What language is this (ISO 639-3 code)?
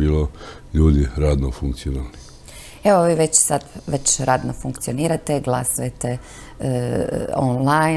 hrv